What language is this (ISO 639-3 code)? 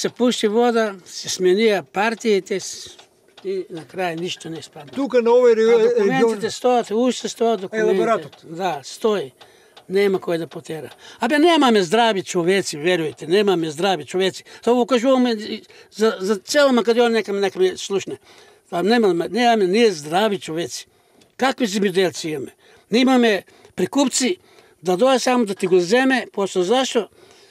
mkd